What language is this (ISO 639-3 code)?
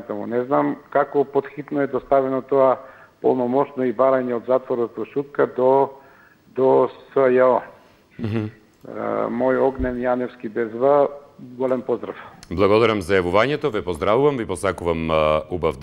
mkd